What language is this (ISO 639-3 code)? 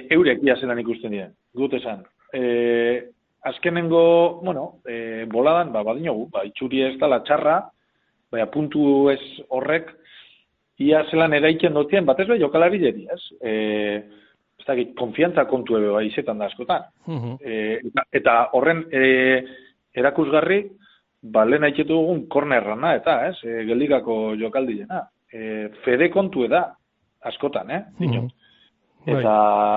eus